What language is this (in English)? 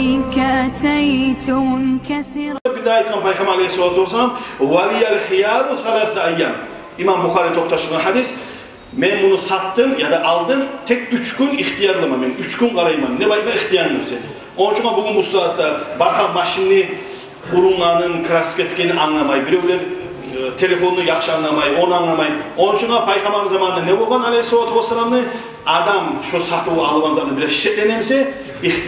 Kumyk